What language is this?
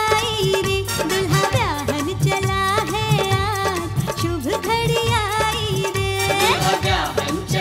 Bhojpuri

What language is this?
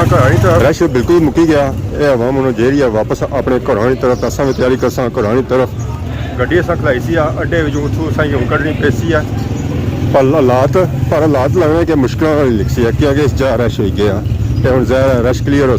Pahari-Potwari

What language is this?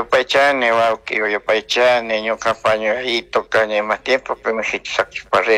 Chimborazo Highland Quichua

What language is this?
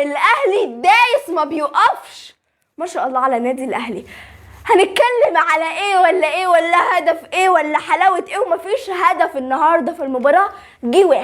Egyptian Arabic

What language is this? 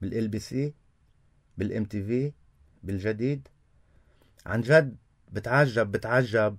North Levantine Arabic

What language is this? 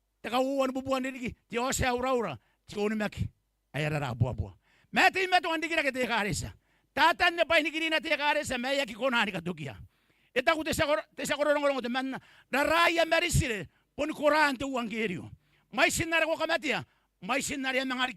Gilbertese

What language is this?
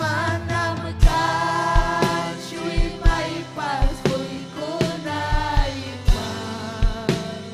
Ayacucho Quechua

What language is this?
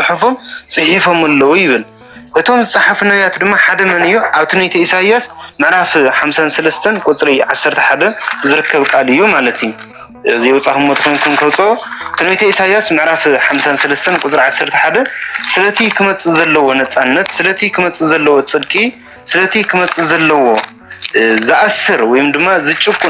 Tigrinya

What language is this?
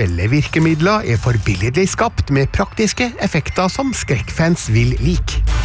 Norwegian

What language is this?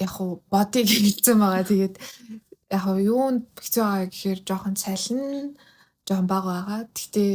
Mongolian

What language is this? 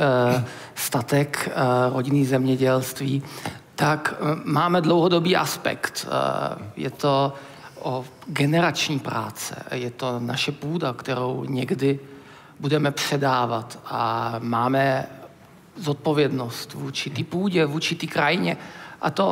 Czech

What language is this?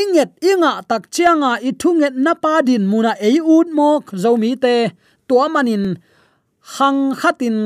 Tedim Chin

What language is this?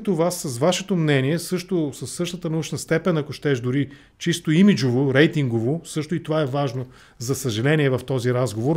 Bulgarian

